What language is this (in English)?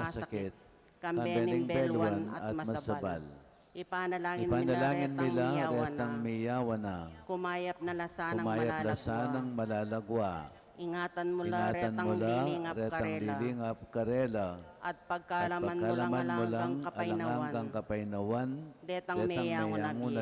Pampanga